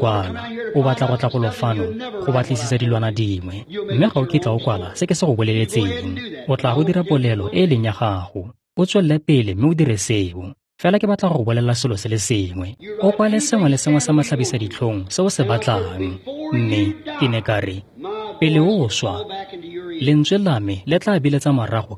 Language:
Tswana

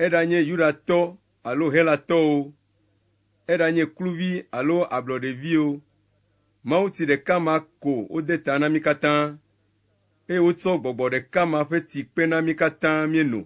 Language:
Ewe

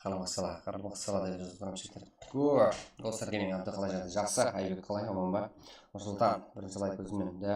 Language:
Kara-Kalpak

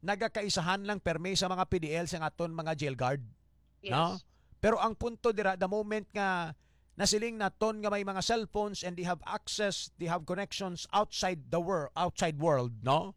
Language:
Hiligaynon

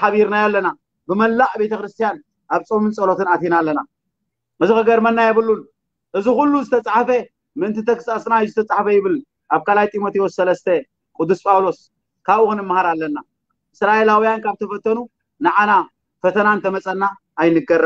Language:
Tigrinya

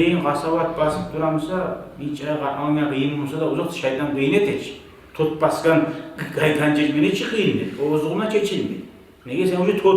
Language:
Kumyk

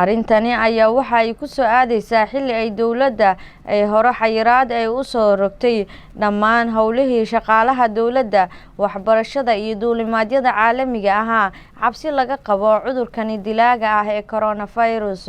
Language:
Somali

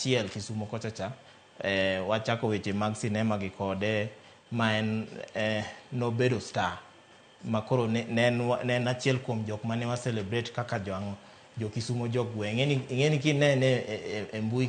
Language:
Luo (Kenya and Tanzania)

